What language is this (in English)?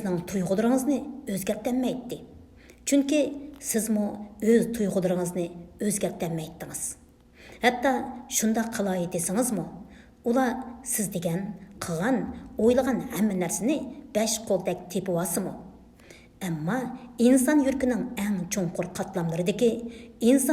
Uyghur